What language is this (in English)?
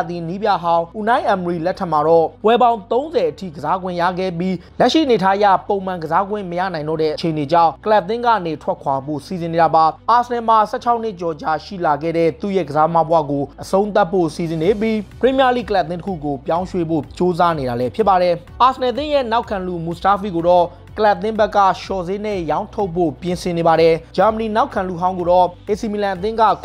Burmese